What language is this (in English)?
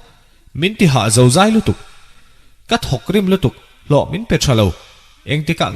Mizo